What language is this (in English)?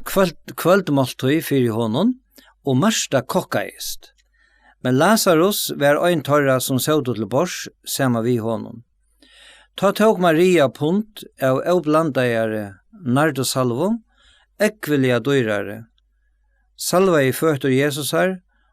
Faroese